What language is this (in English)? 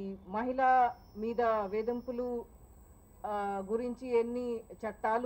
Telugu